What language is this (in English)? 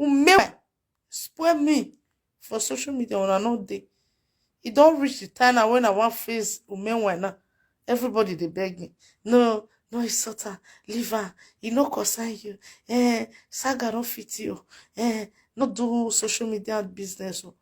Nigerian Pidgin